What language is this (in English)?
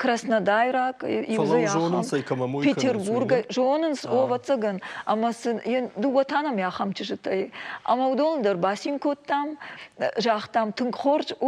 Ossetic